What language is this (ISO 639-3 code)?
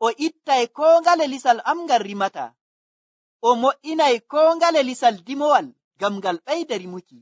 fuv